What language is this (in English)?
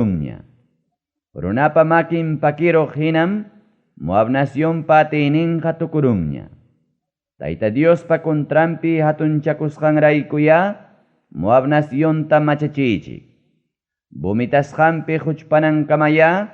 Ayacucho Quechua